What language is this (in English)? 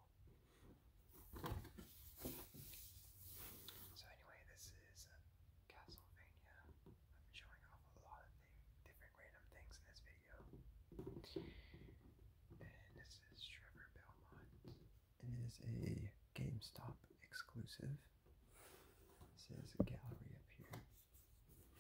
English